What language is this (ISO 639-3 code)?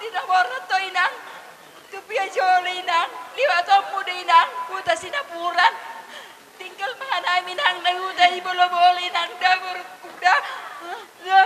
bbc